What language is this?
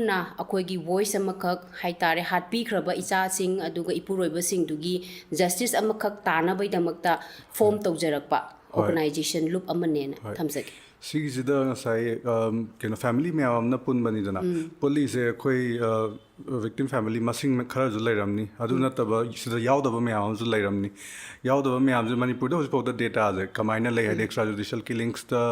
Manipuri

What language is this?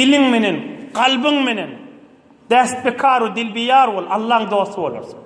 Turkmen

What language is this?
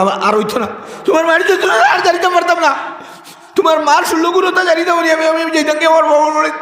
Sylheti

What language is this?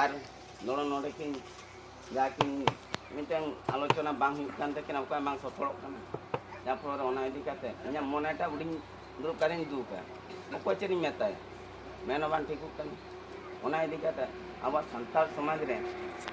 Santali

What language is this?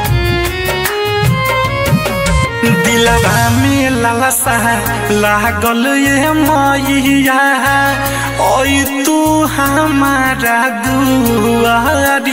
Bhojpuri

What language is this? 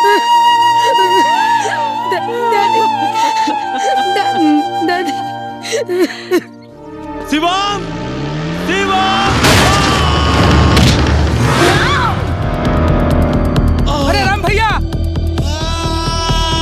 Bhojpuri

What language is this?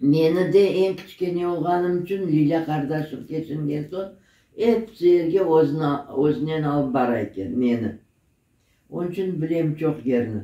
Crimean Tatar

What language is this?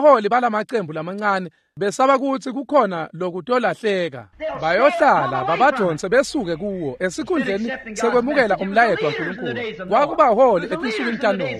Swati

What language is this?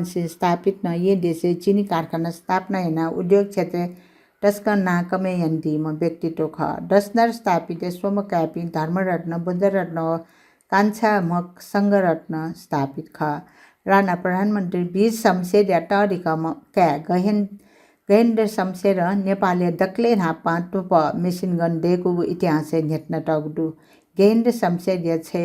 Newari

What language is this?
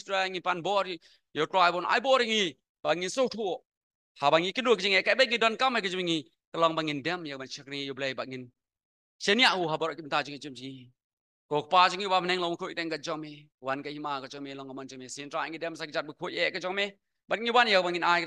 Khasi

